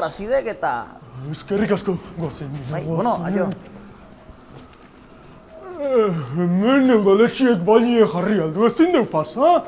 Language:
Basque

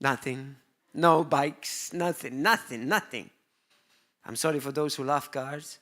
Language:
English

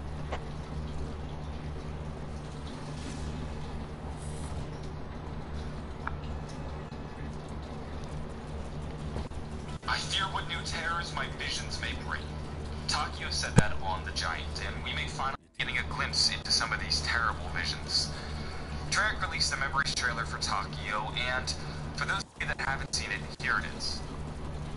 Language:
English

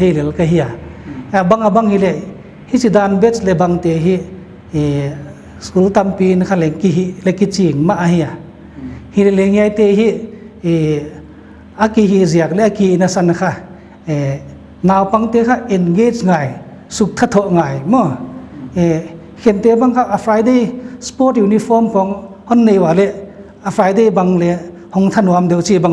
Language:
Paite Chin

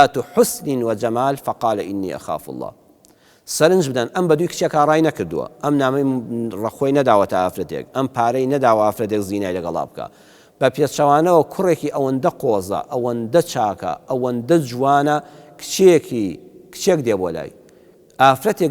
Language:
Central Kurdish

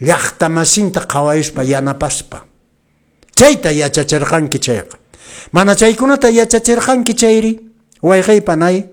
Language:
Quechua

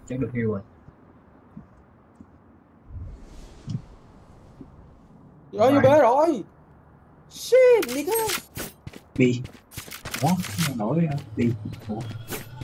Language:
Vietnamese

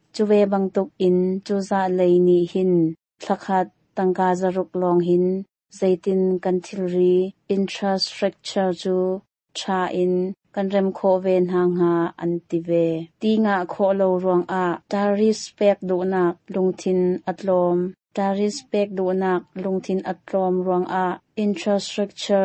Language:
Hakha Chin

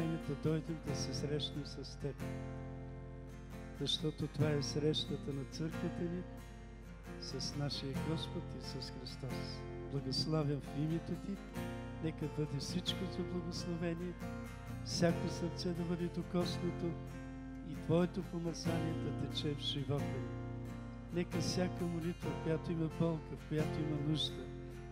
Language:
Bulgarian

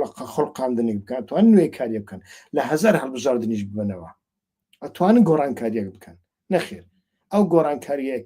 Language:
Central Kurdish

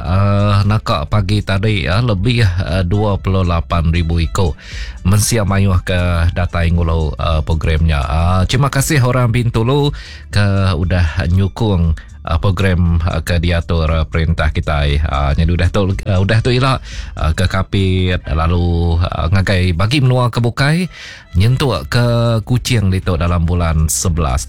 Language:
Iban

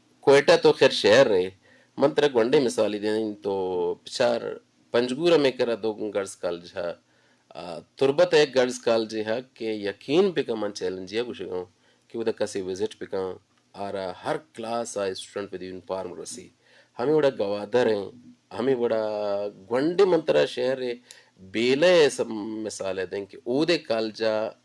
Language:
Eastern Balochi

